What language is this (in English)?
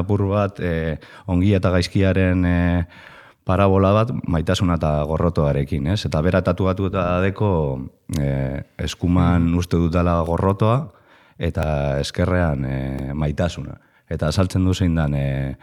Basque